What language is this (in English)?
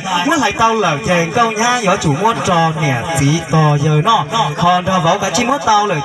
Hmong